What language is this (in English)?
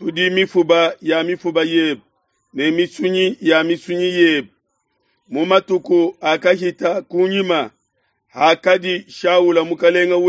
Luba-Lulua